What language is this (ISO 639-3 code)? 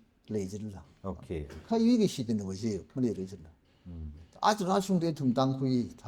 nmf